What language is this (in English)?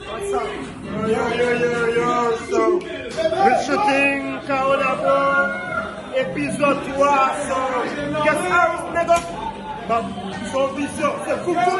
Haitian Creole